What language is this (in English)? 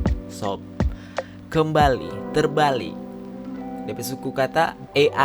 Manado Malay